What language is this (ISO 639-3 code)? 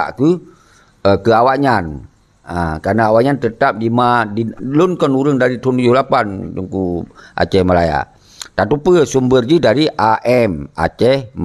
ace